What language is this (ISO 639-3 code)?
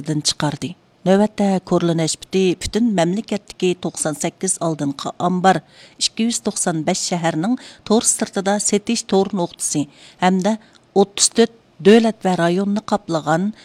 uig